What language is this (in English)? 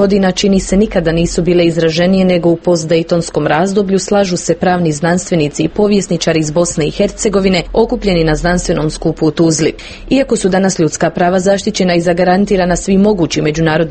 Croatian